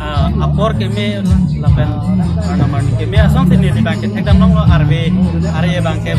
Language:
Karbi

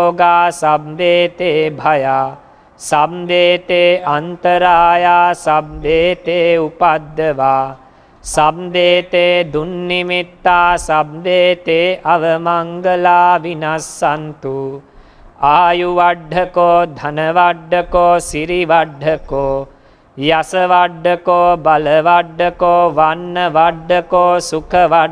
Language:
Pali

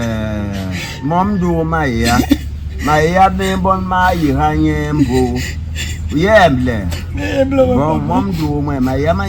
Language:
Basaa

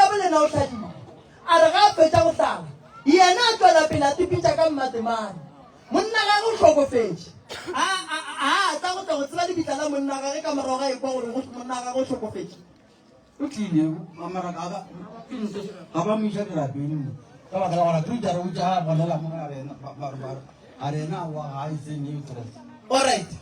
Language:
Northern Sotho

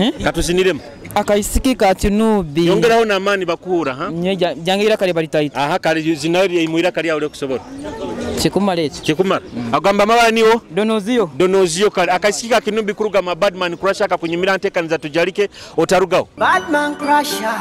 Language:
Nyoro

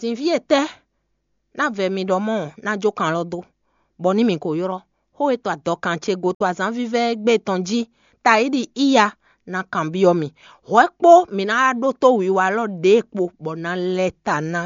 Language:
Fon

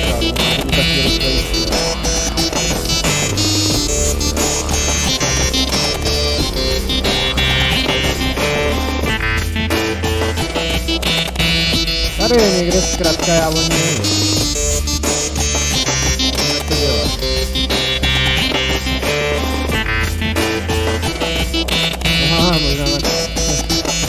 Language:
Czech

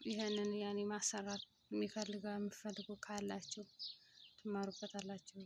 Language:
Amharic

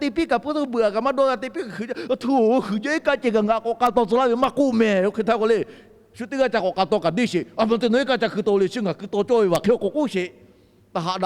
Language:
Lahu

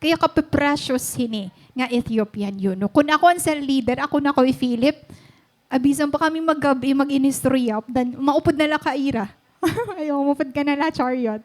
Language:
Waray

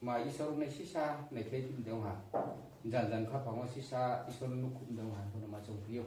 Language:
Riang (India)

